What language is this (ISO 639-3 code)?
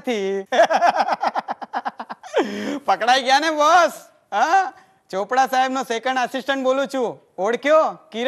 guj